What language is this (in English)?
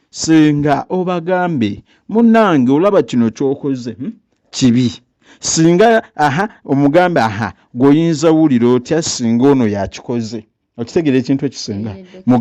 Ganda